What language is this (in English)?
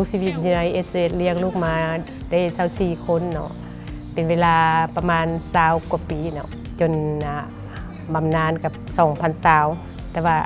Lao